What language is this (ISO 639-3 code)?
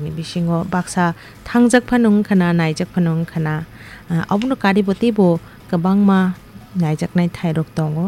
trp